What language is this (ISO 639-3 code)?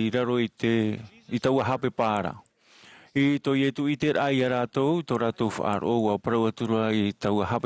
tah